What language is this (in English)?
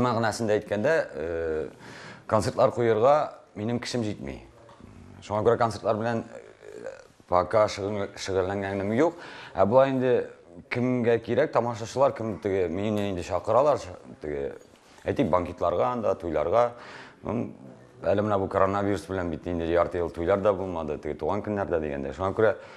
Tatar